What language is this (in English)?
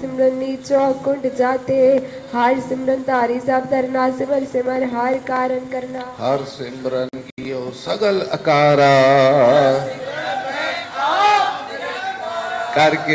Punjabi